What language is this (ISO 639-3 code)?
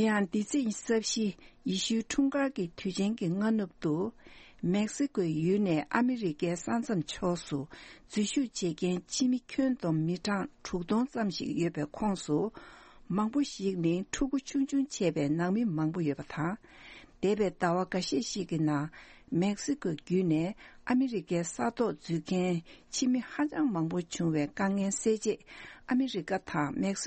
bod